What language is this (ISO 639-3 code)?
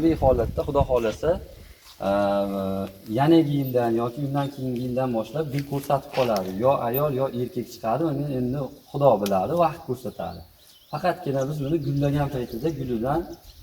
uzb